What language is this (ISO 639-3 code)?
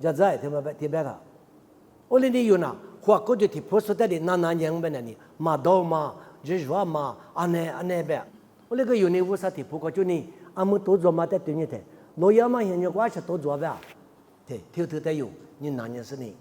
lis